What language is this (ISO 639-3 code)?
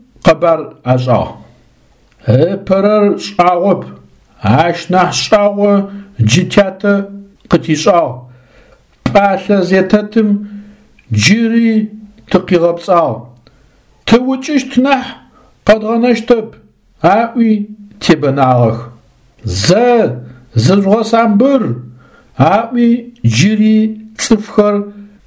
ady